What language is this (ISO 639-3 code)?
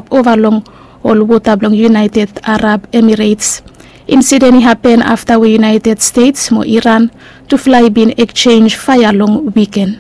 bis